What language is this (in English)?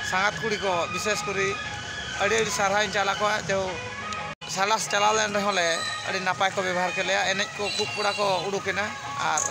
Santali